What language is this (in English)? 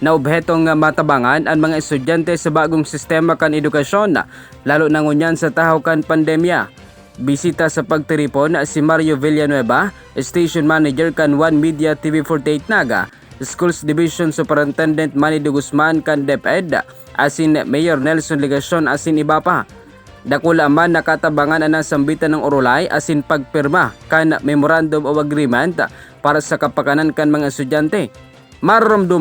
Bikol